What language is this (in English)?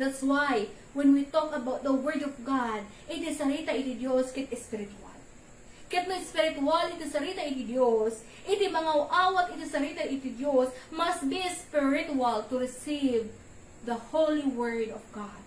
Iloko